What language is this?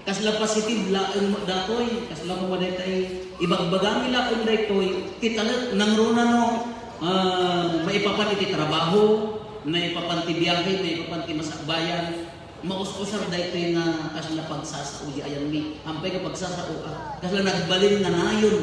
Iloko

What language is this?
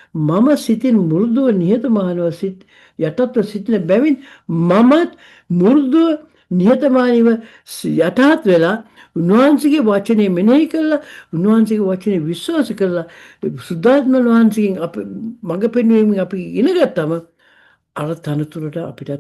Sinhala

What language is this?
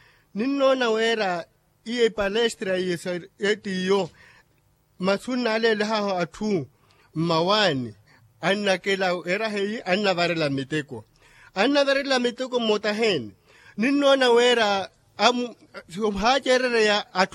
Makhuwa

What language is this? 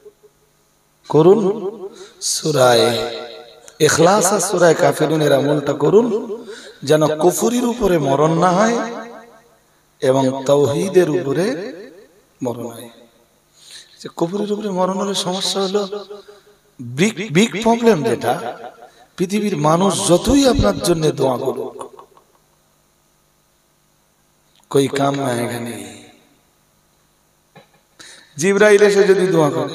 Bangla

